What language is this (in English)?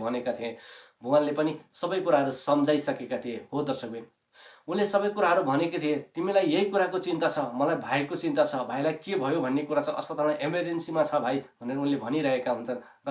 Nepali